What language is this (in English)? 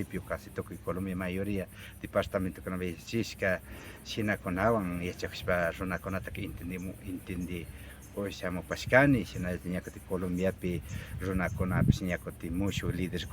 Imbabura Highland Quichua